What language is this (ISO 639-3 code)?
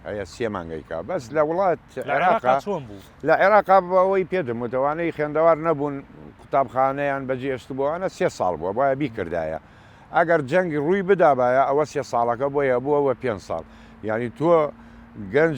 ckb